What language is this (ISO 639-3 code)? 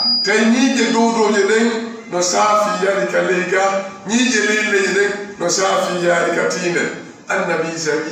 ful